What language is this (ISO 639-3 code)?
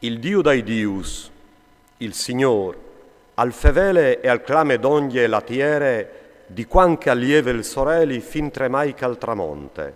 fur